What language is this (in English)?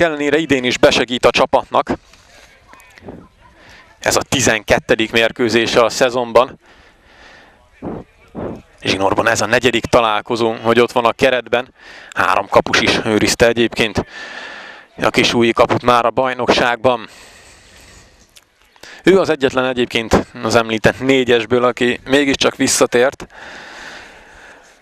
Hungarian